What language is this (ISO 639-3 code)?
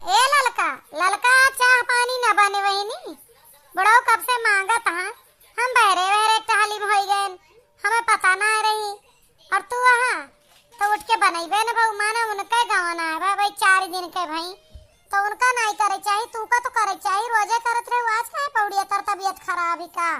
awa